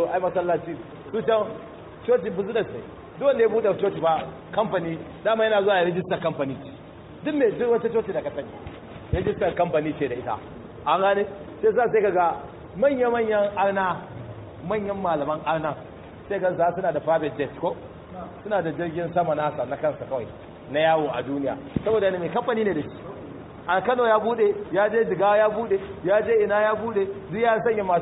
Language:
Hausa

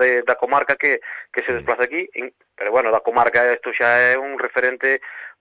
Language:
Galician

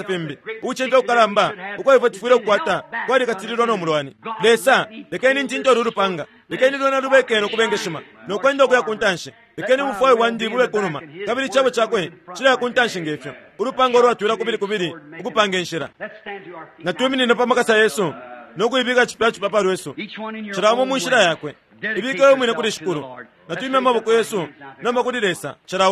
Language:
Bemba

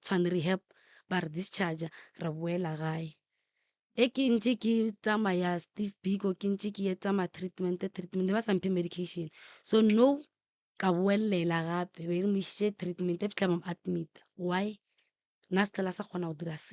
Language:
Northern Sotho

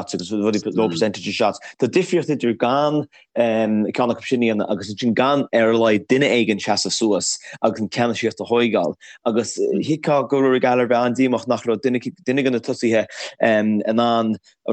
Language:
Irish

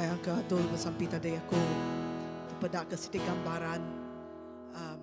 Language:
Iban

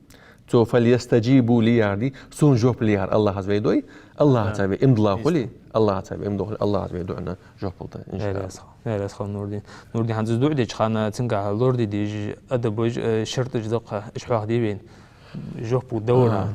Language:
Ingush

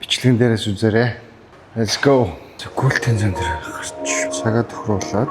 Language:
Mongolian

